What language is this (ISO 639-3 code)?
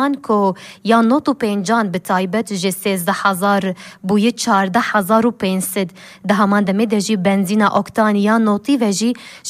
kur